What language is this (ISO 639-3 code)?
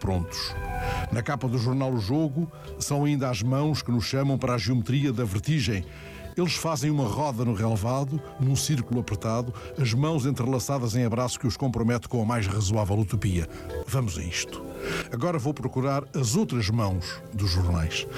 por